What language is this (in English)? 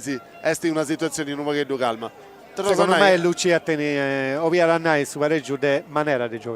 Sardinian